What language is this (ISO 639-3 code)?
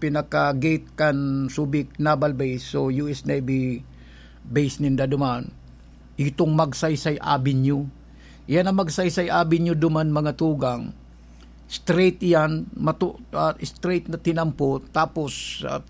bik